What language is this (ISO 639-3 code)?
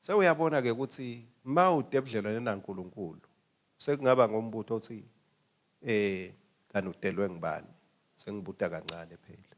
ssw